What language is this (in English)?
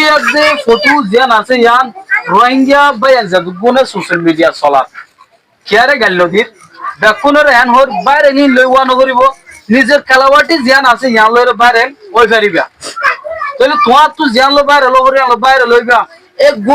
Rohingya